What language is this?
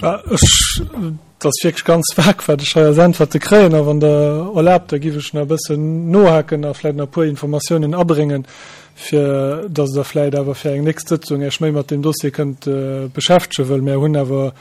Luxembourgish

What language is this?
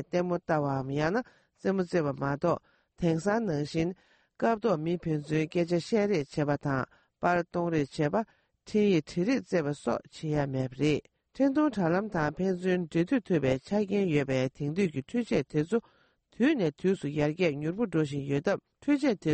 Latvian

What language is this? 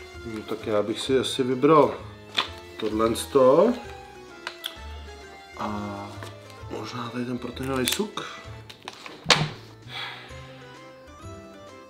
Czech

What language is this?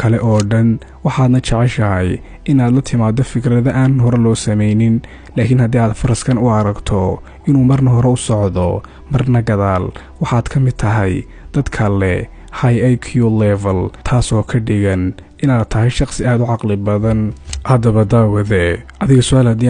Somali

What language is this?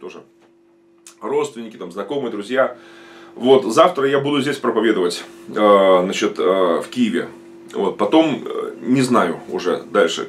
Russian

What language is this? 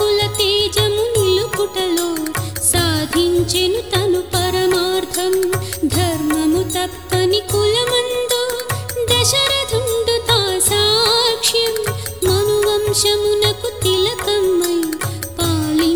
Telugu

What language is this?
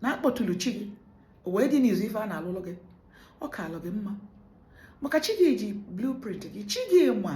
Igbo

